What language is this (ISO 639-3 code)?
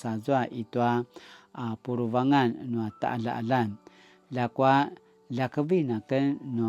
pwn